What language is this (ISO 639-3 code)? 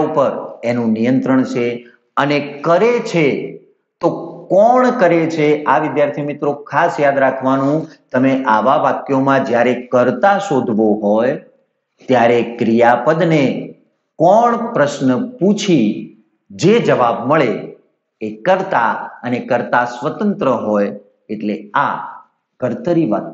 guj